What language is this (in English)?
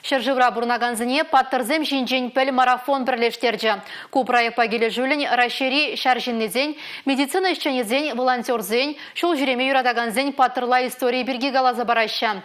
Chuvash